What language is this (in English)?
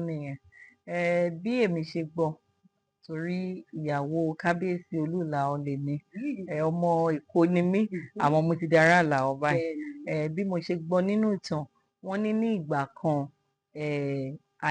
Yoruba